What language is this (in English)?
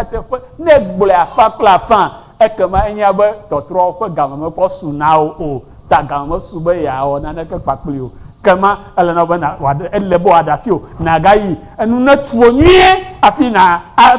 Ewe